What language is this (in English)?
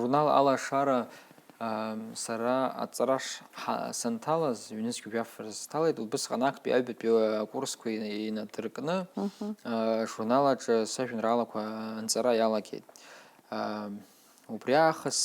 Abkhazian